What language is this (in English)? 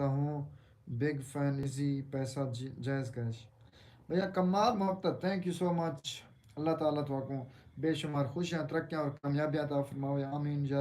Saraiki